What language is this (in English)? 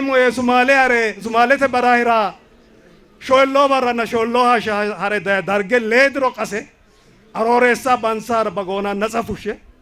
Sidamo